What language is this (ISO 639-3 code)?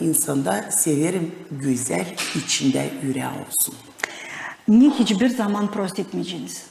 gag